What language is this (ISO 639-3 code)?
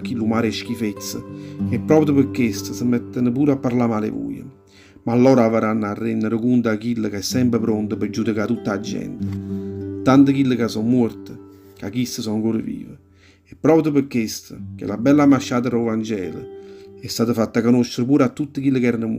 nap